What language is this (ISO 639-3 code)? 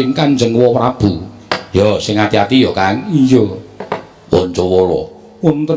jav